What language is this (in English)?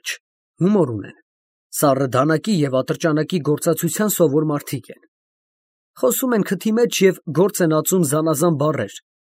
Armenian